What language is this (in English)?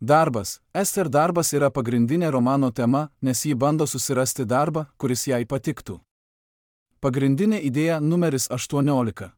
Lithuanian